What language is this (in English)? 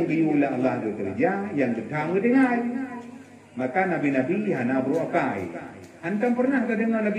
Achinese